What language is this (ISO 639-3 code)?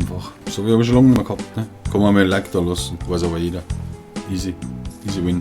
bar